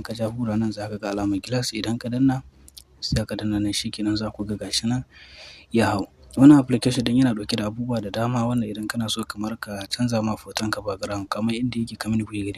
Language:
Hausa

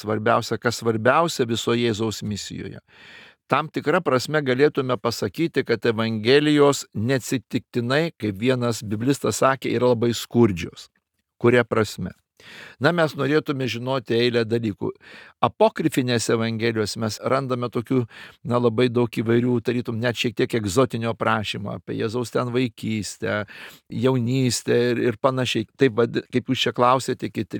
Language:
Lithuanian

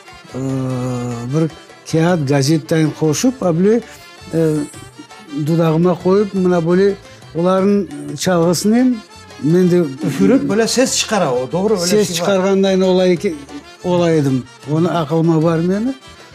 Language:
Crimean Tatar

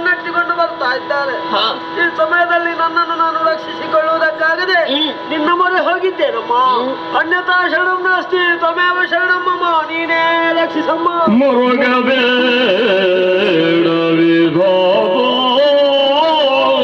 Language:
Kannada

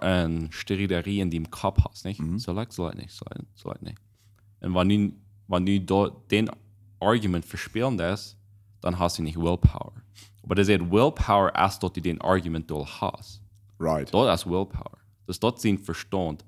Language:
Plautdietsch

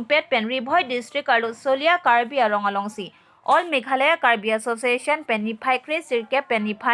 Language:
Karbi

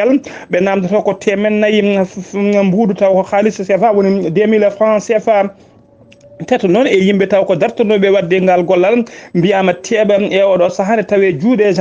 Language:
Fula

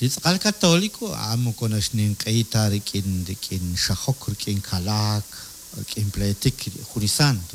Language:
Kekchí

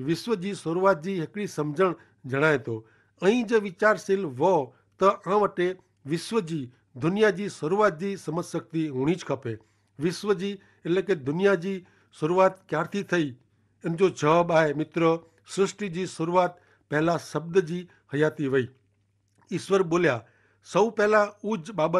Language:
Kachhi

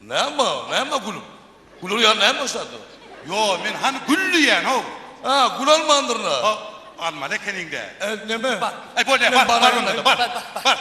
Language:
Turkmen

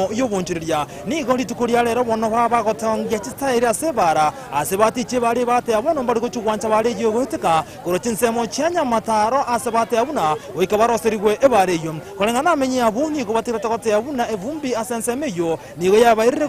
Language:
Gusii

